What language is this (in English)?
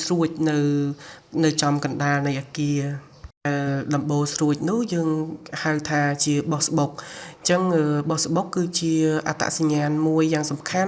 Khmer